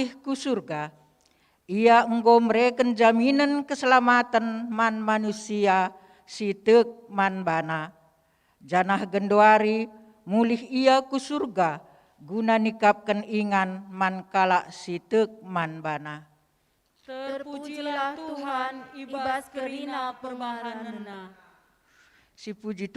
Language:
Batak Karo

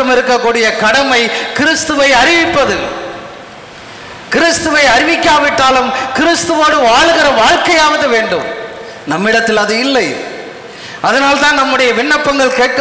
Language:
Tamil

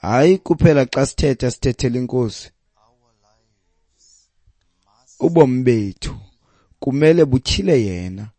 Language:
Xhosa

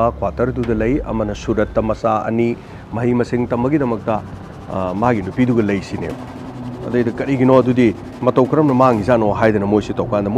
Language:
Manipuri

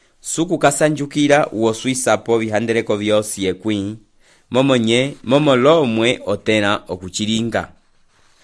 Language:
Umbundu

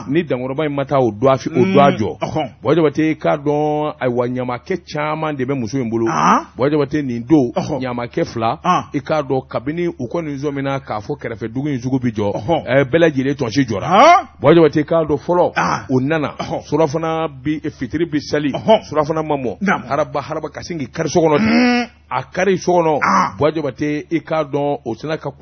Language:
Bambara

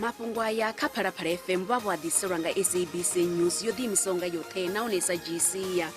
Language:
Venda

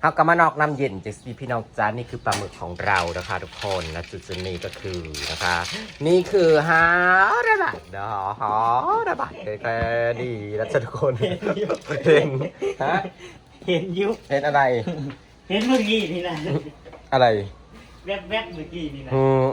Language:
Northeastern Thai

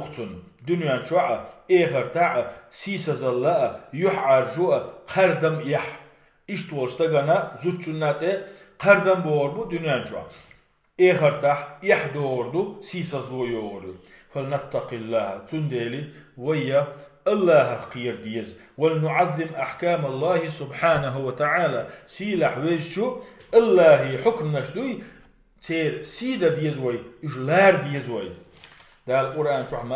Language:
Chechen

